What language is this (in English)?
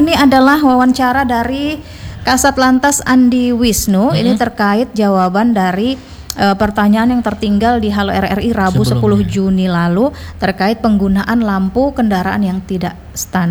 Indonesian